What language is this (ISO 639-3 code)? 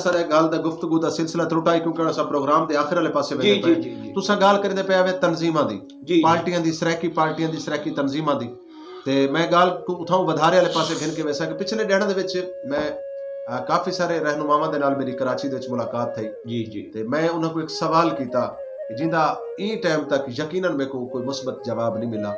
skr